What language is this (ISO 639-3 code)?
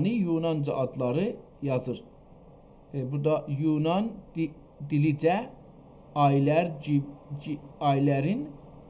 azb